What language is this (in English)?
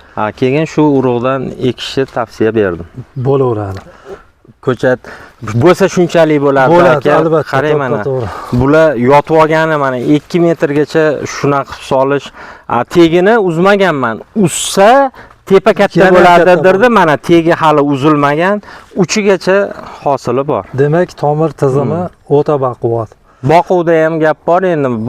Uzbek